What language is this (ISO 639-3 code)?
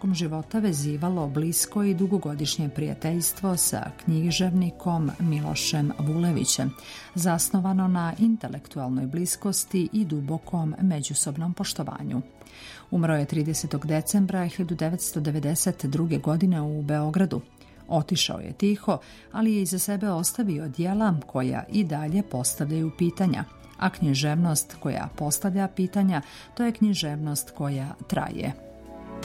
srp